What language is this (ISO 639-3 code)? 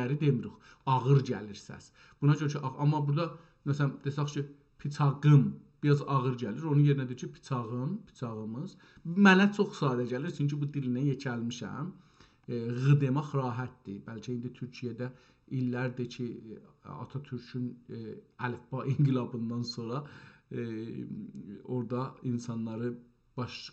azb